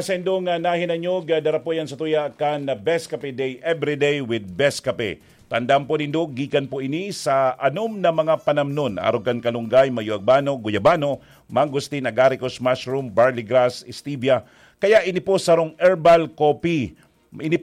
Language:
Bikol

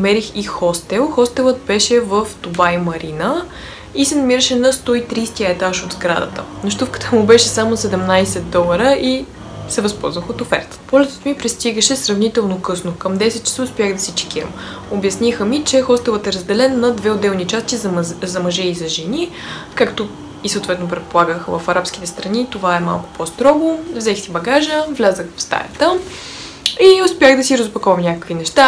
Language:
Bulgarian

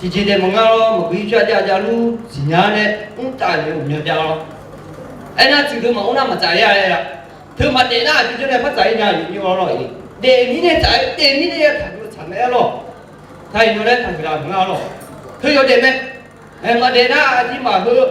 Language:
Akha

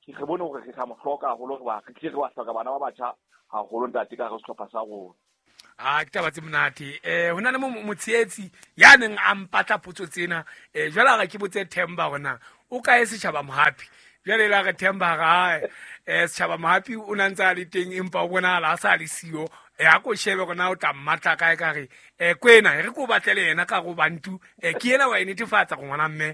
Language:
Southern Sotho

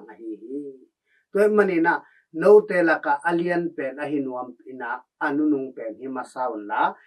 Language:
Tedim Chin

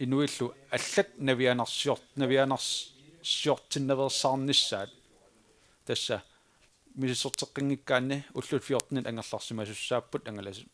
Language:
Kalaallisut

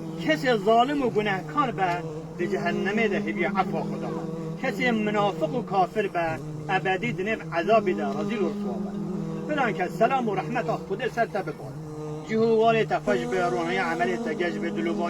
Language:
Kurdish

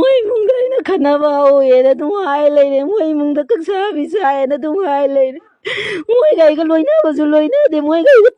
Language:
Manipuri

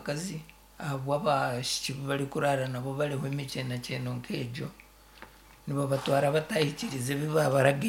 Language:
Nyankole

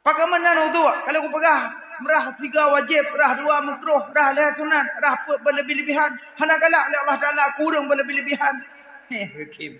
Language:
Achinese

